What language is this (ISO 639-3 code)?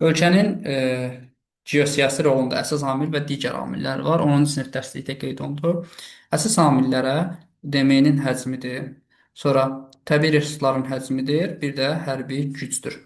aze